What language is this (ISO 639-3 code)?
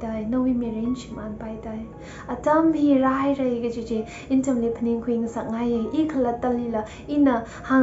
nmf